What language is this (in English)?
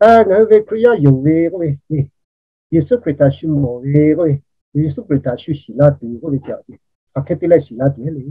Lahu